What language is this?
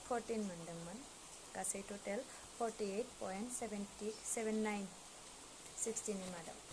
Bodo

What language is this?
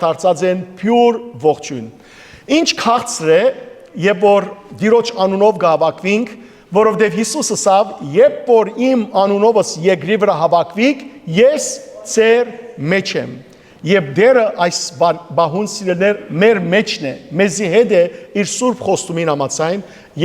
Western Armenian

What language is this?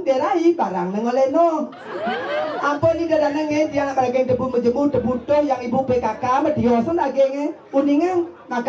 Balinese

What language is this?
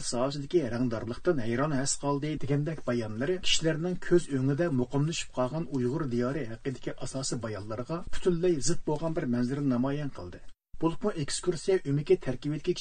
Uyghur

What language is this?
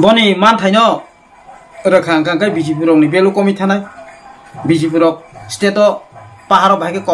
Kok Borok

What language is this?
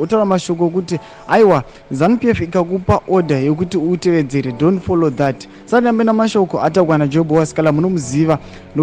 Shona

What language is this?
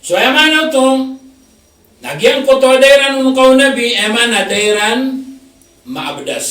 Maranao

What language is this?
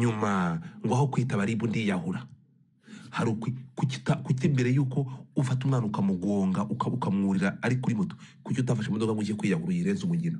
Kinyarwanda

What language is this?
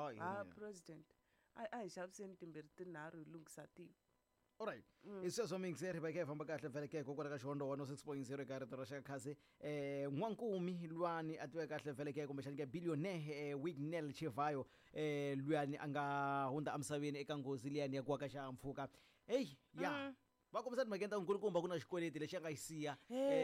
Tsonga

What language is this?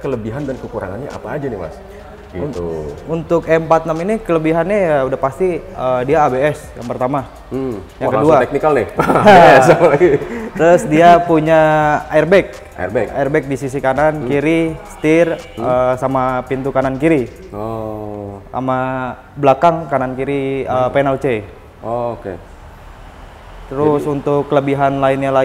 Indonesian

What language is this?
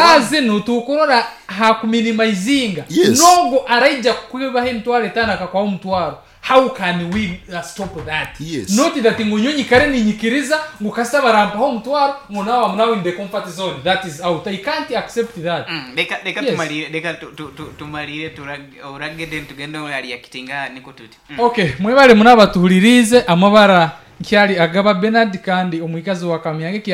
Nyoro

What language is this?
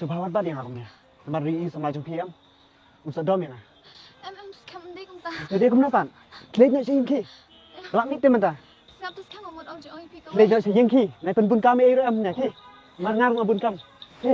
Khasi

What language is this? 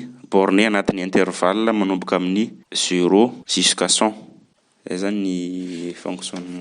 Malagasy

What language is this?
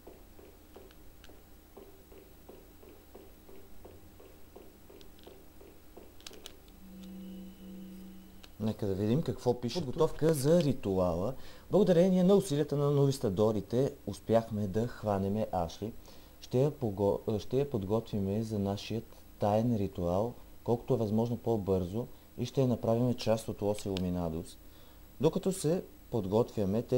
Bulgarian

